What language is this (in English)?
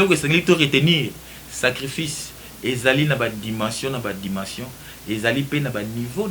Lingala